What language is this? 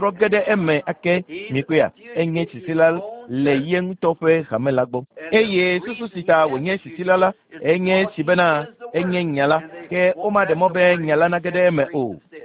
Ewe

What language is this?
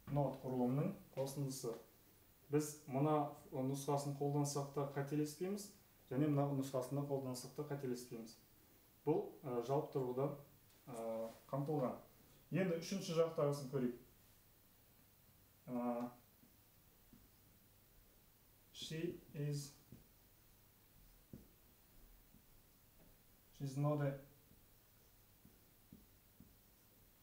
Kazakh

